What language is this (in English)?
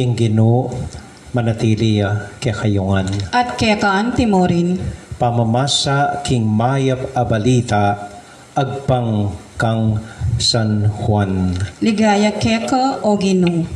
Pampanga